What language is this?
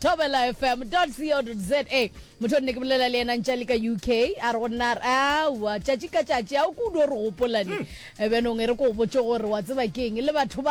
Northern Sotho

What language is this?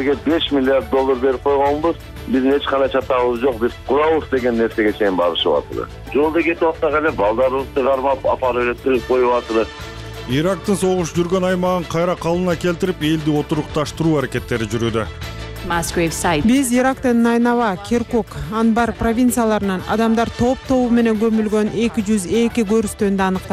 Kyrgyz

